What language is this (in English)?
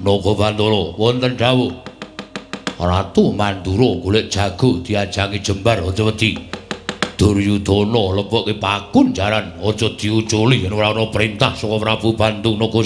Javanese